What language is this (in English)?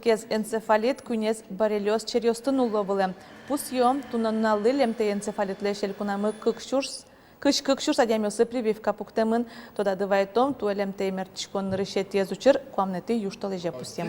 Udmurt